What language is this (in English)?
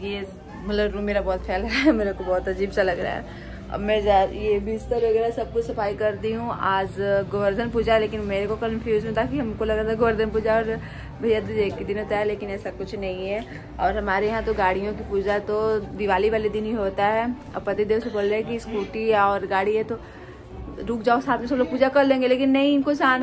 Hindi